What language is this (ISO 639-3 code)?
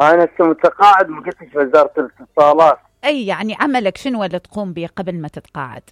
acm